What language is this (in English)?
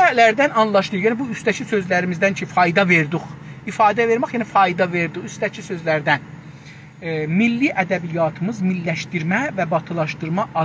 South Azerbaijani